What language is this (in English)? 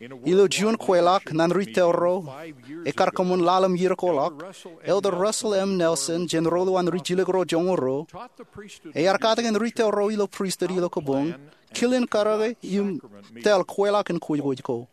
Marshallese